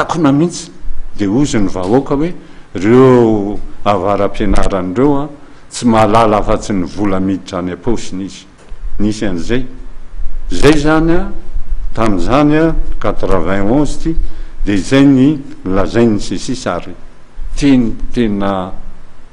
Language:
Malagasy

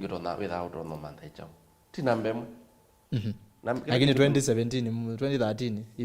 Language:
Kamba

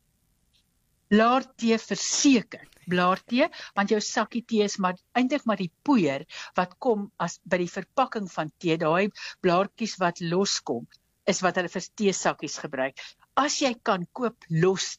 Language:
Afrikaans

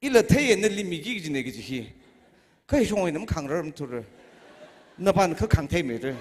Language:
Tangkhul Naga (India)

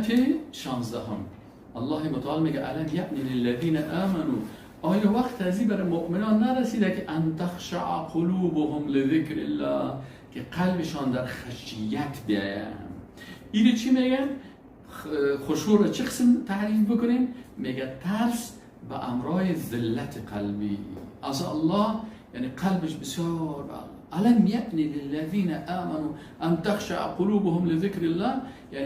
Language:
Persian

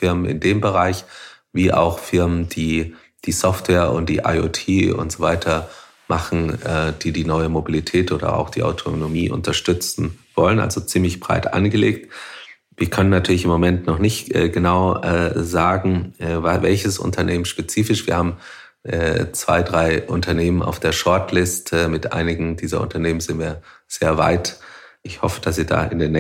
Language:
German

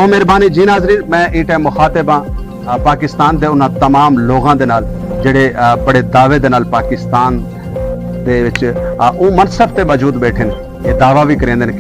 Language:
Saraiki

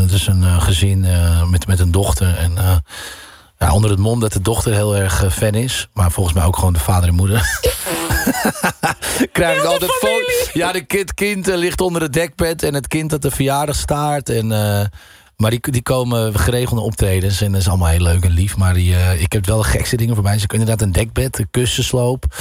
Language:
Dutch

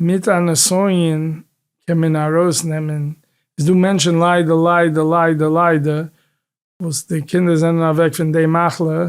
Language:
Yiddish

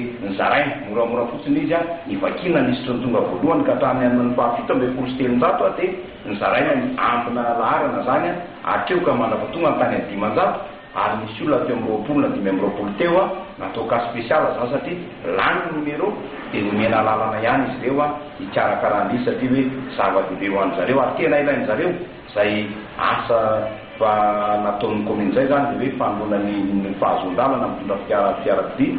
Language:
Malagasy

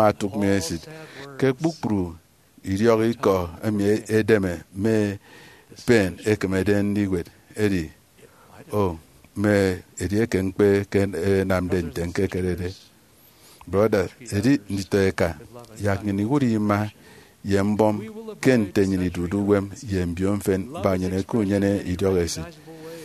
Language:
Efik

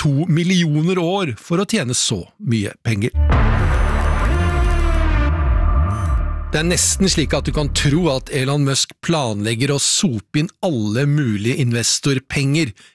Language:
Norwegian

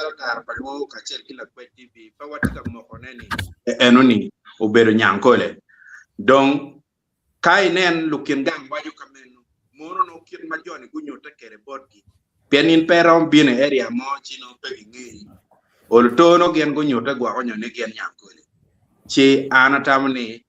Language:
Acoli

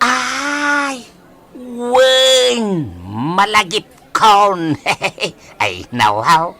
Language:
Iloko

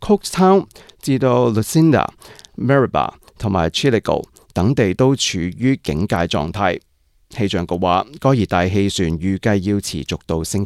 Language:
Cantonese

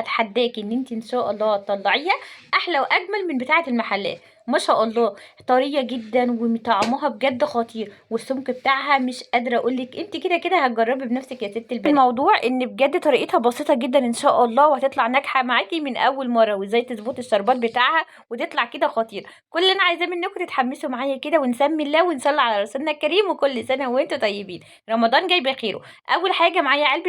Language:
Egyptian Arabic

